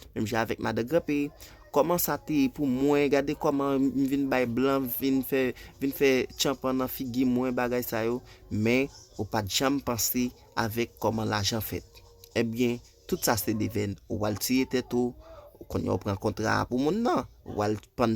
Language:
Haitian Creole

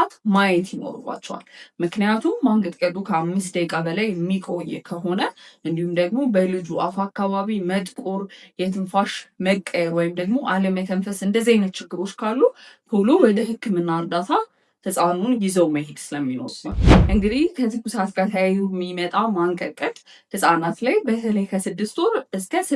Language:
Amharic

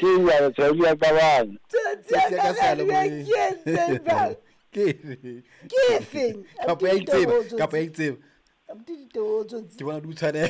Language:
Southern Sotho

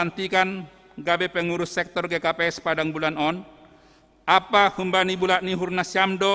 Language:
Batak Simalungun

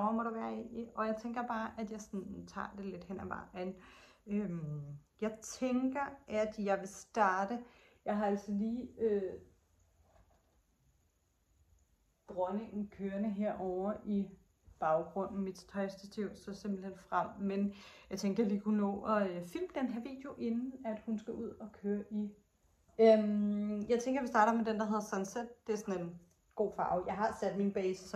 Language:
Danish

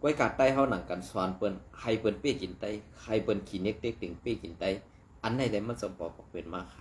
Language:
Shan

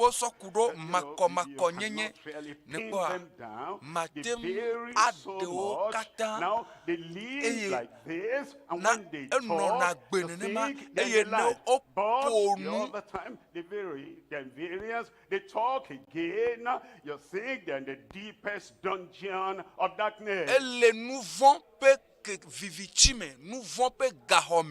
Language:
Ewe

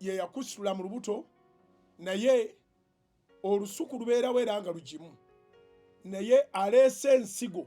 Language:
Ganda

